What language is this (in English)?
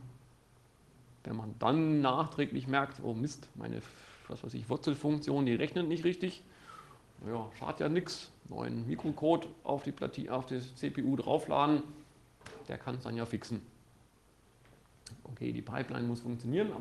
German